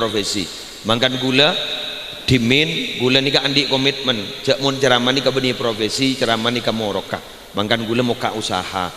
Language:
Madurese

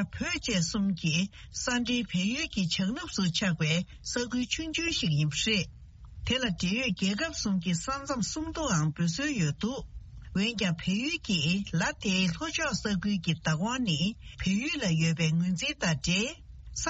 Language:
Tibetan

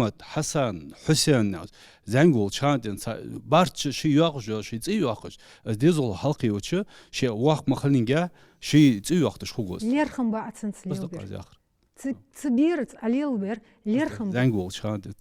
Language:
Ingush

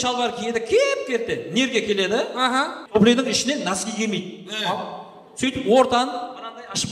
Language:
Kara-Kalpak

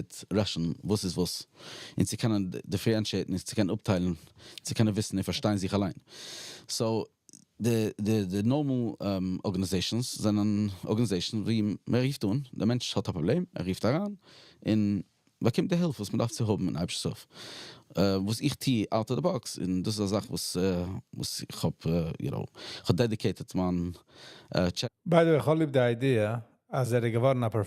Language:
Yiddish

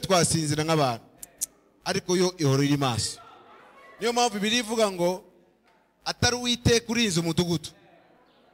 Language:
Kinyarwanda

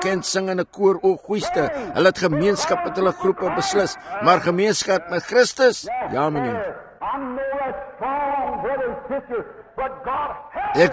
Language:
Afrikaans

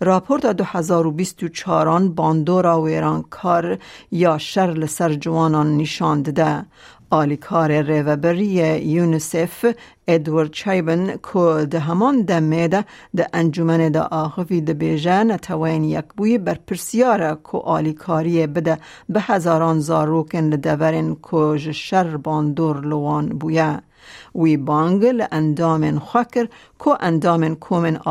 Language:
Kurdish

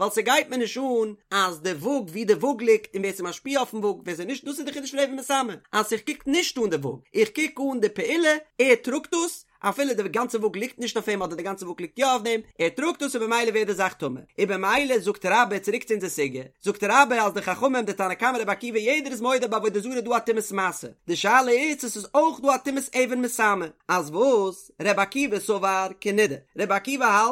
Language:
Yiddish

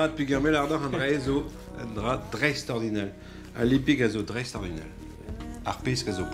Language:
Breton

